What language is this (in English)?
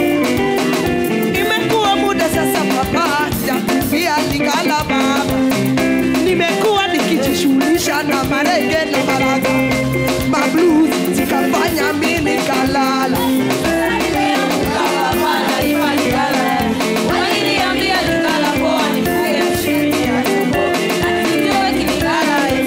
Swahili